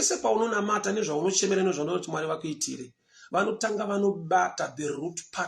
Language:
Shona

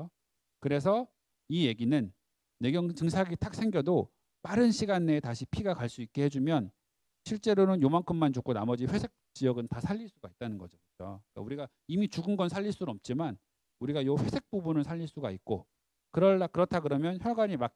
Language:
Korean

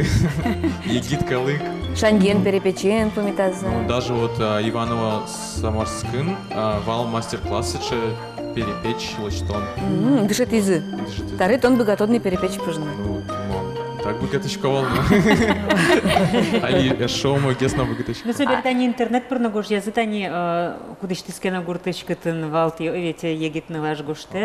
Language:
Udmurt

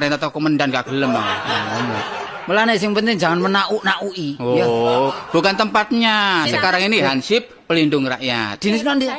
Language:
Javanese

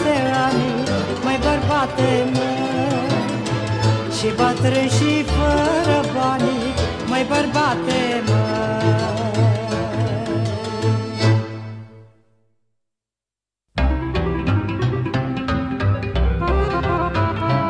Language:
Romanian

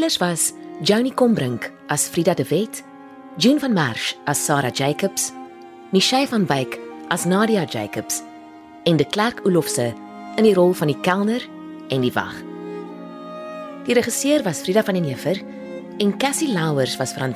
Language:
Afrikaans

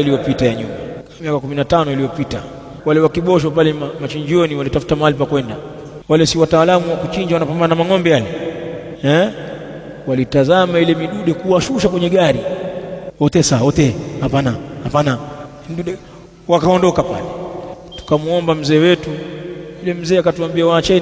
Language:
Swahili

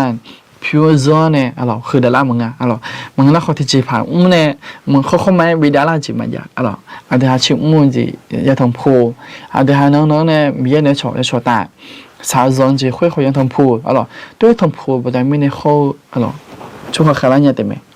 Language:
Akha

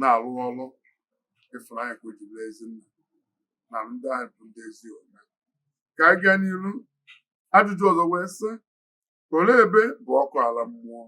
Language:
Igbo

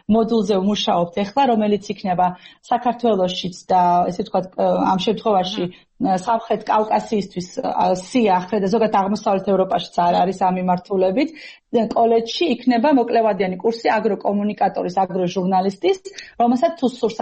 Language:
Georgian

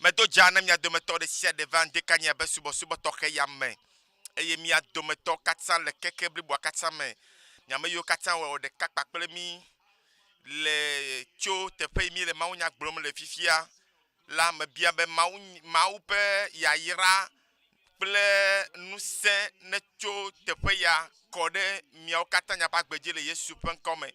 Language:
Ewe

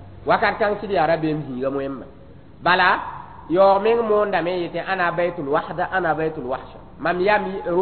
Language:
Mossi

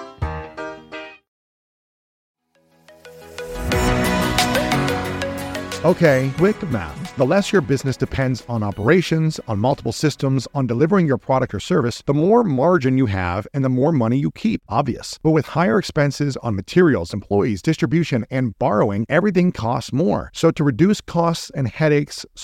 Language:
English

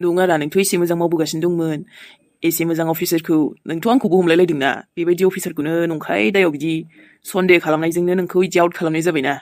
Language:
Bodo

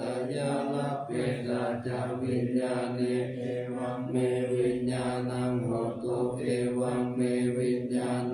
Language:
Pali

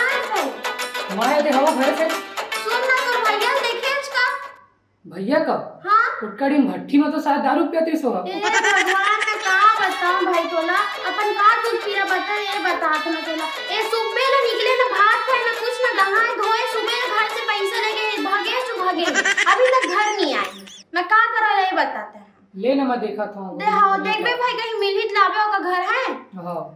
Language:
Chhattisgarhi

